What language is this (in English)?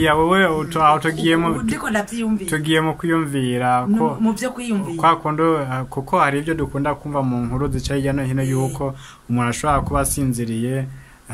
Rundi